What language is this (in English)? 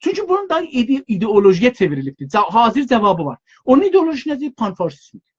South Azerbaijani